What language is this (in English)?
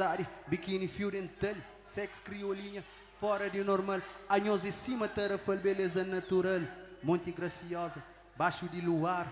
Kabuverdianu